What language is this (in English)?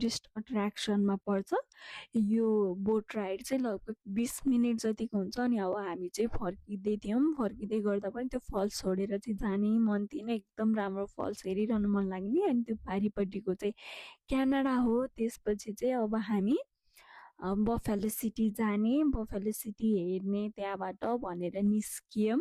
Nepali